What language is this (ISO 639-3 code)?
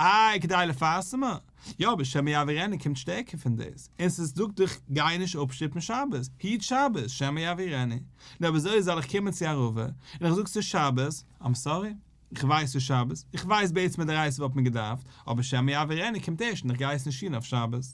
yid